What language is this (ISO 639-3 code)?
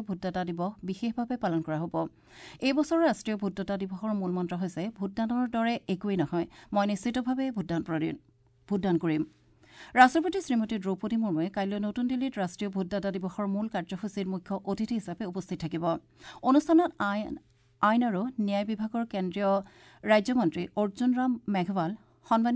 asm